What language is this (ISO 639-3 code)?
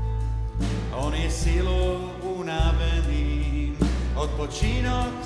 slk